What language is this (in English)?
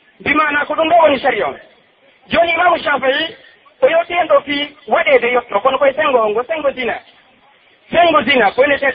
Pular